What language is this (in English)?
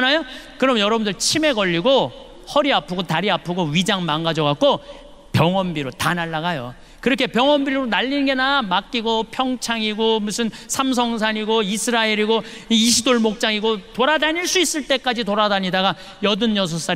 Korean